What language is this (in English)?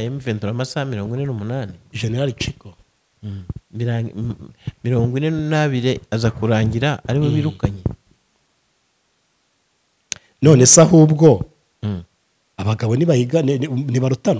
Kinyarwanda